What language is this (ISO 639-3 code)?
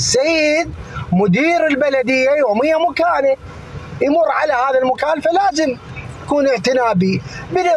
acm